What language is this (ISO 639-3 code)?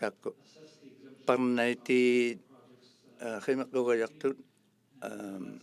iku